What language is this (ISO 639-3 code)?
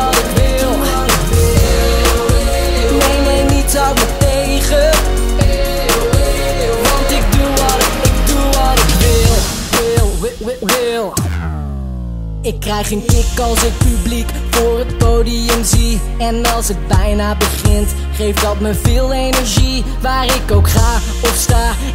nld